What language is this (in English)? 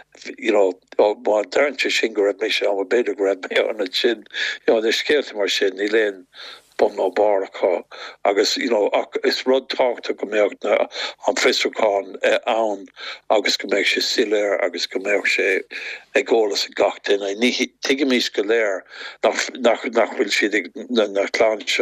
Irish